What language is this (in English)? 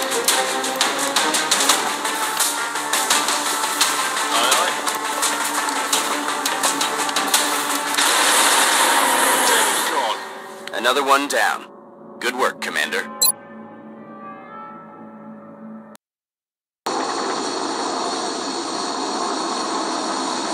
English